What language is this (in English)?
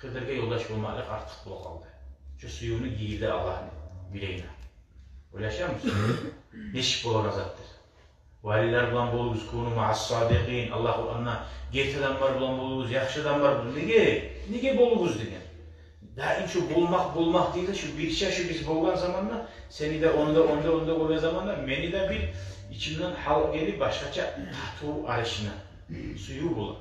Kumyk